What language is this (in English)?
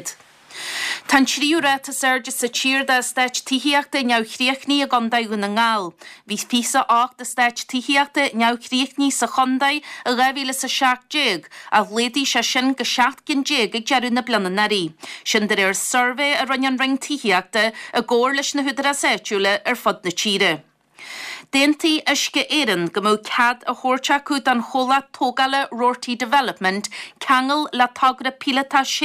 Irish